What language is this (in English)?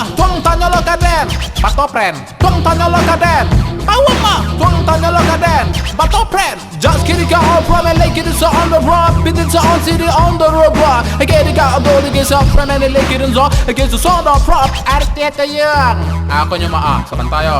Minangkabau